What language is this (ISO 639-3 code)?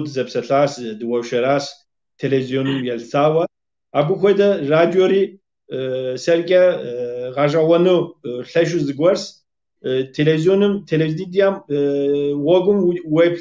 kbd